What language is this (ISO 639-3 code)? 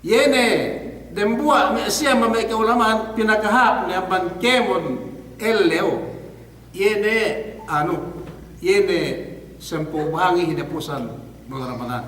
yka